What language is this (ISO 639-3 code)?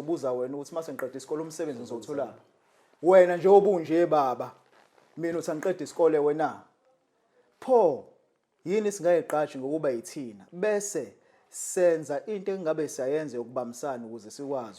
zul